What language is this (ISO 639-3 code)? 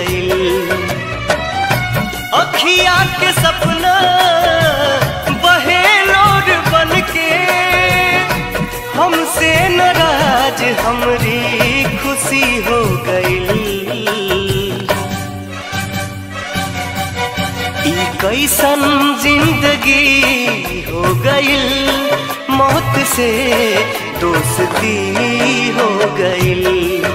bho